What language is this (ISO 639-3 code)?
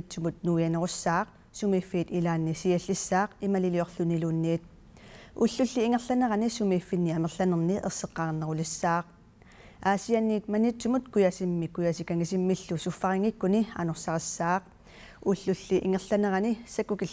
kal